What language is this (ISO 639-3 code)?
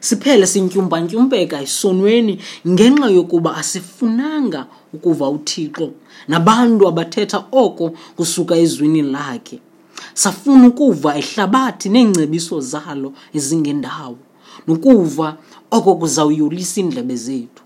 xho